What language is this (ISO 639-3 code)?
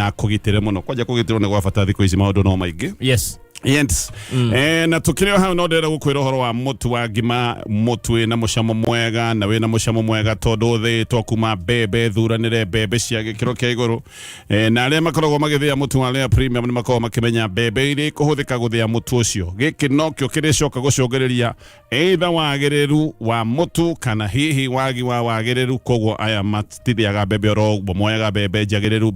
kik